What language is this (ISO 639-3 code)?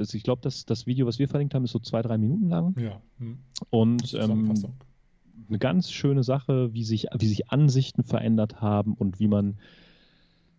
deu